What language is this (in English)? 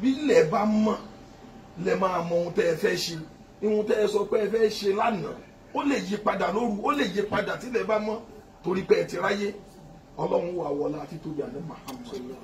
Yoruba